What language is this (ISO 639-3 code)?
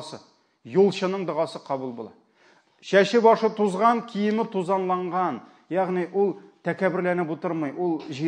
tat